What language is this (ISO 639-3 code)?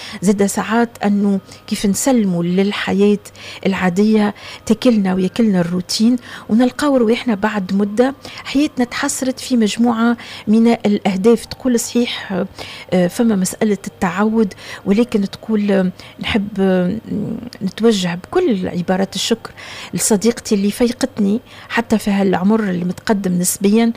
aeb